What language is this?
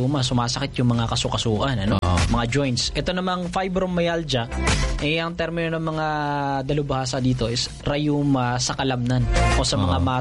Filipino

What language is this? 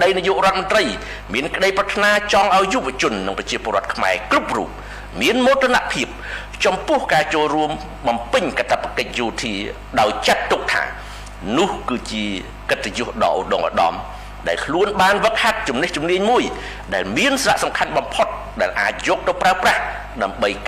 Khmer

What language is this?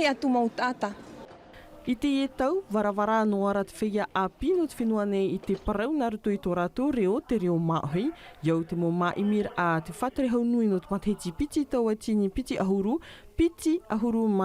Tahitian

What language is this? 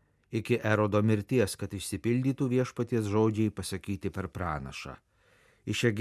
Lithuanian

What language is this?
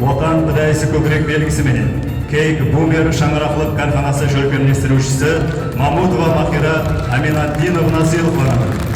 Kara-Kalpak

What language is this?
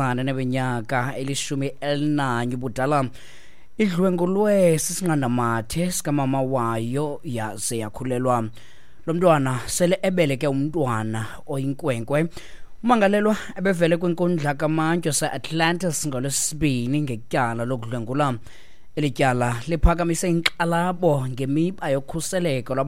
Xhosa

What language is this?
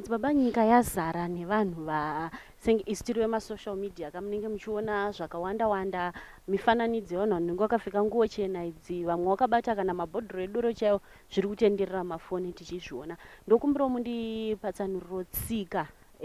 Shona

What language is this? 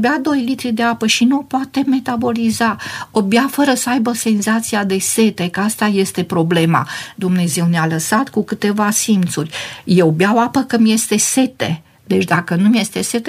Romanian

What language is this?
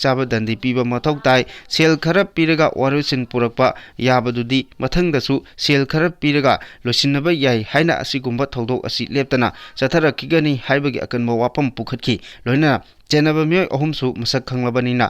Manipuri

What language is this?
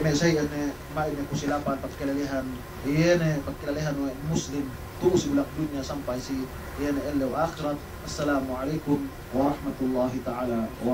Yakan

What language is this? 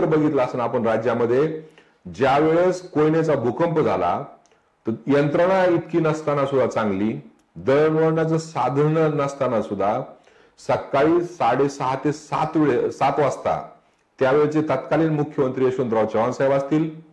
Marathi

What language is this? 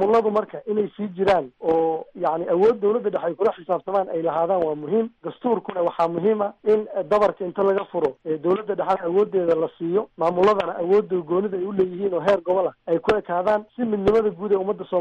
Somali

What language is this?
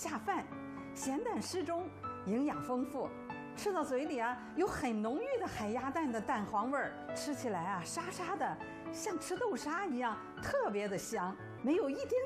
Chinese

